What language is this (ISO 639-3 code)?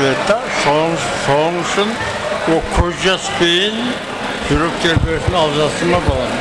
kaa